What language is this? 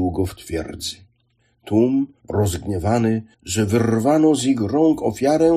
Polish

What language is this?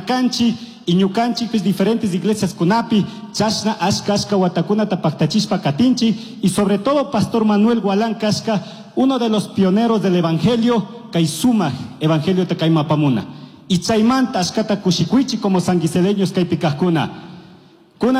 Chimborazo Highland Quichua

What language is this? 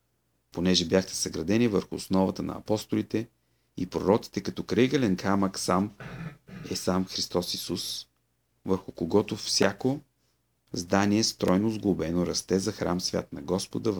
Bulgarian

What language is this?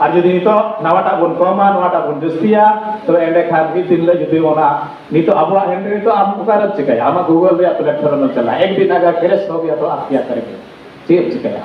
Santali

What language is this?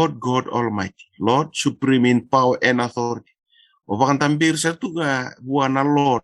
Fijian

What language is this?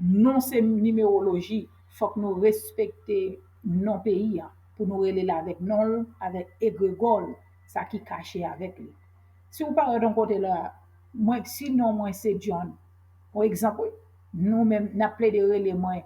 Haitian Creole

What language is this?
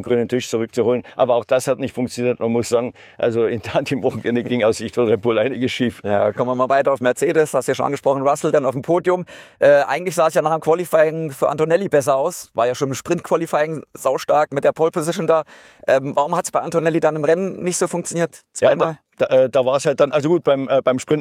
German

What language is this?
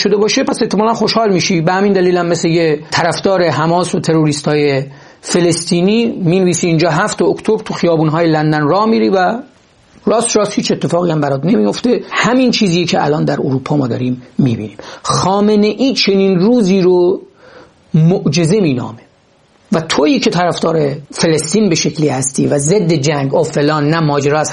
Persian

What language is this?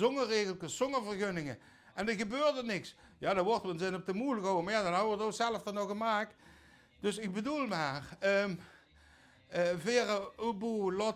Limburgish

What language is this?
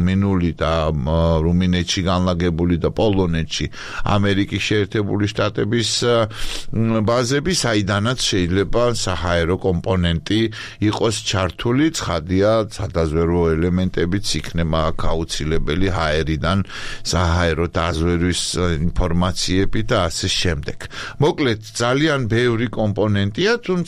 Georgian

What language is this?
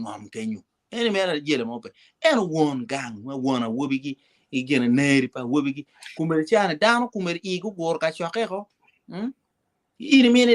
Acoli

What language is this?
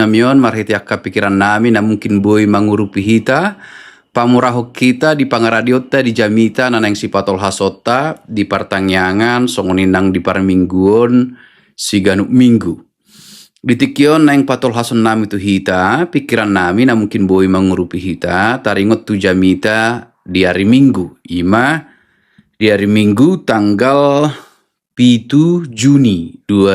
Batak Toba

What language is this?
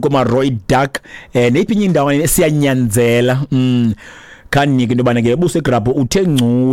Xhosa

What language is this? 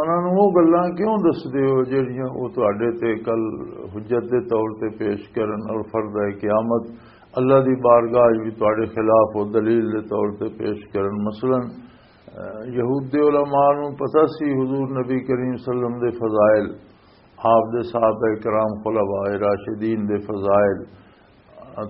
Western Panjabi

